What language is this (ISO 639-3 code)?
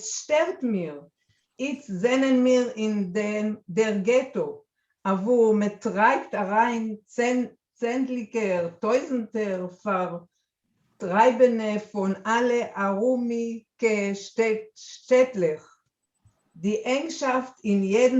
yid